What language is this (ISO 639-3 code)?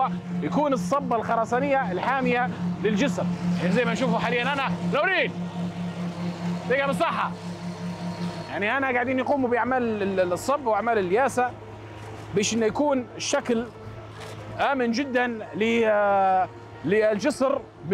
ayl